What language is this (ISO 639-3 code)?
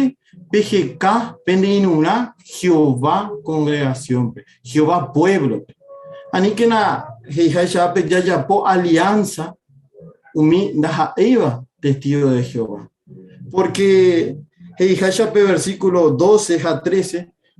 grn